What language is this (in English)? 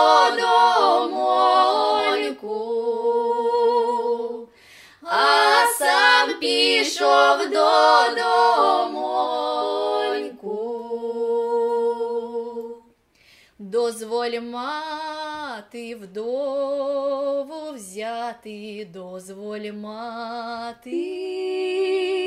Ukrainian